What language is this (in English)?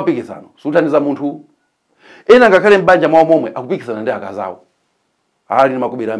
Nyanja